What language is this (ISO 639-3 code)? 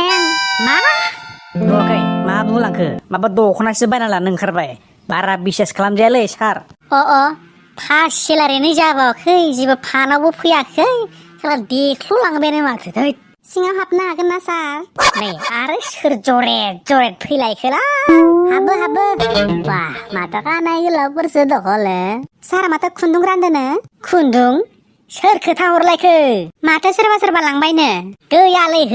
brx